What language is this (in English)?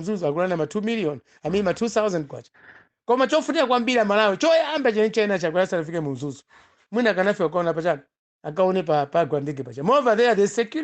Nyanja